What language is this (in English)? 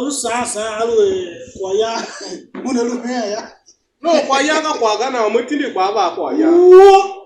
Tiv